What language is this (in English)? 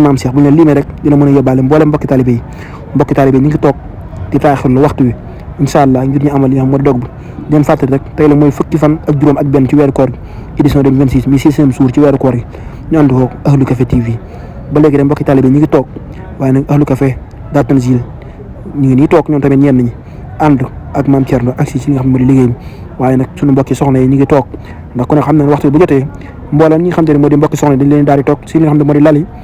Wolof